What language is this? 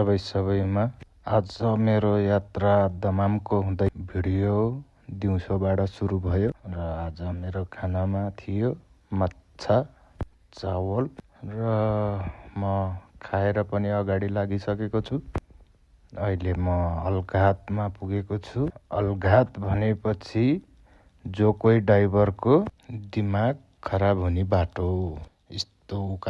Nepali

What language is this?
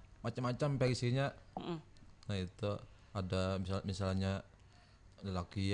Banjar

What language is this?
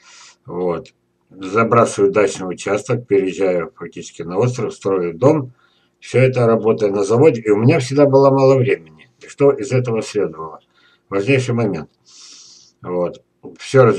Russian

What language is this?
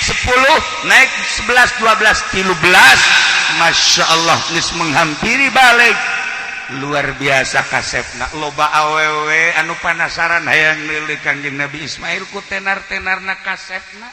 Sundanese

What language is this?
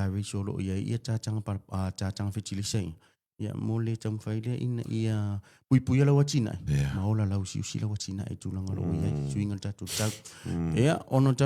Samoan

